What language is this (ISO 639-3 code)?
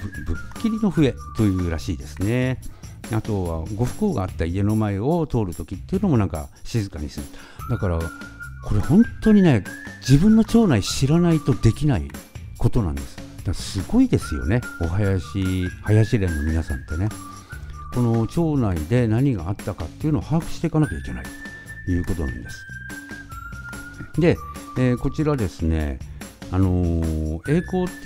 jpn